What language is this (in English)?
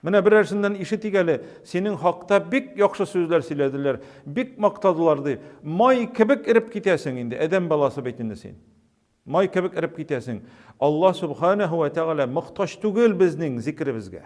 Tatar